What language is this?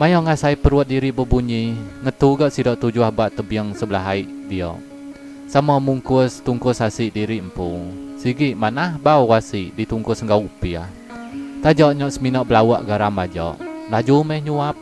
Iban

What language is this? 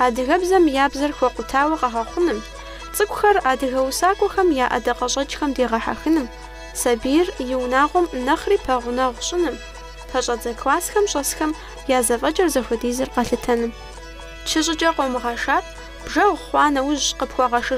Kabardian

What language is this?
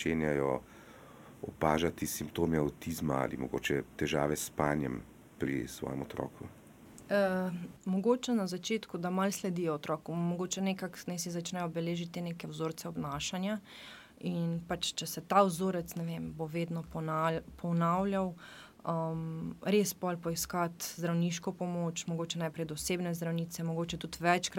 Slovenian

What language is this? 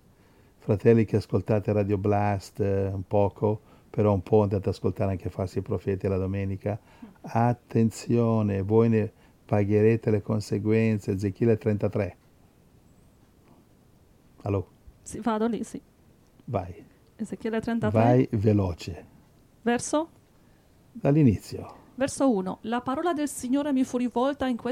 Italian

